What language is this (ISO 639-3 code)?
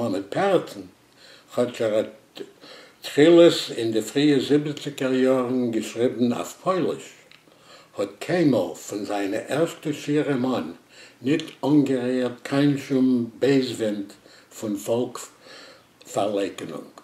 yid